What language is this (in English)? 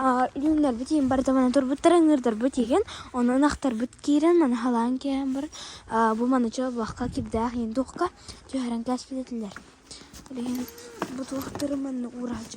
Yakut